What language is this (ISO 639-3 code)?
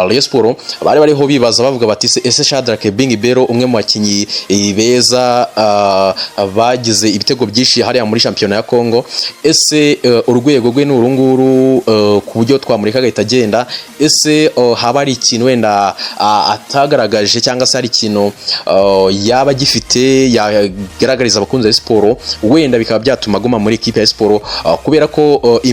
kin